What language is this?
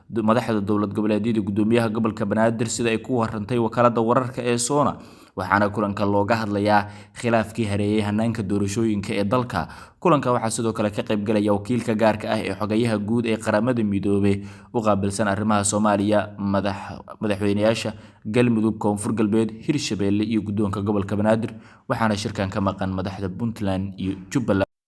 Somali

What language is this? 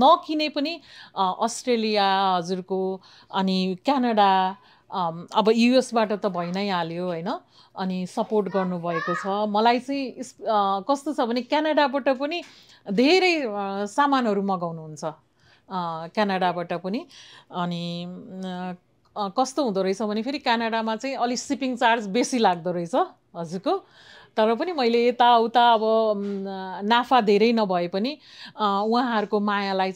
Nepali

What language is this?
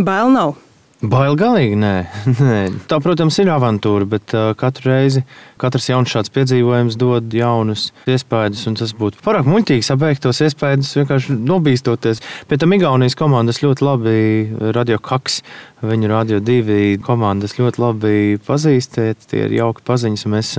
Latvian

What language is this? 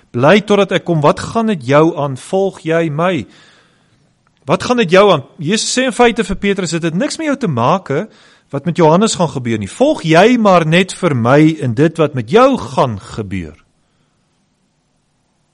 Afrikaans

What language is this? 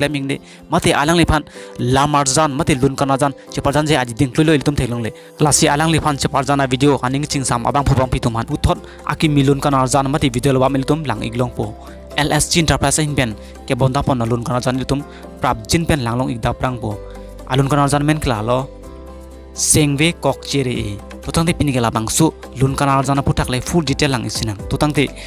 Karbi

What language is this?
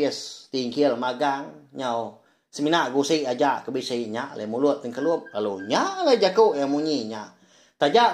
Iban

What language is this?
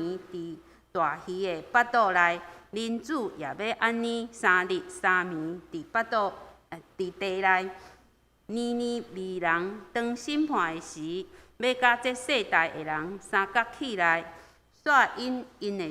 Min Nan Chinese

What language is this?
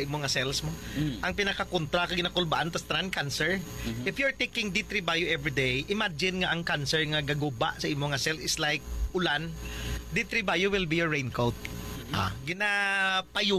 Hiligaynon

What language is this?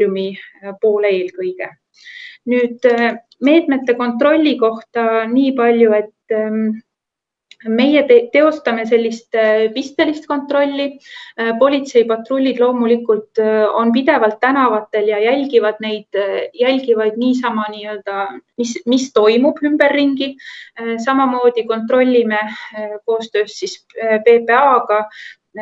Estonian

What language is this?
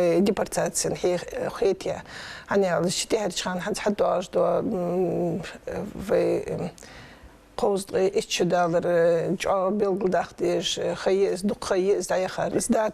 Ingush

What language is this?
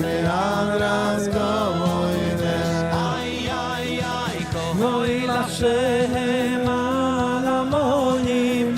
Yiddish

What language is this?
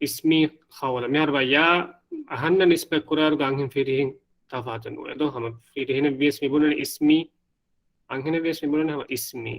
Divehi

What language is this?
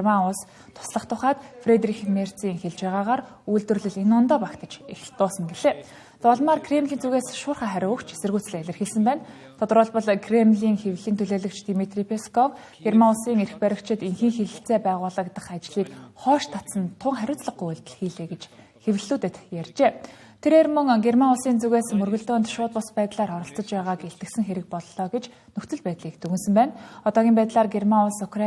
Mongolian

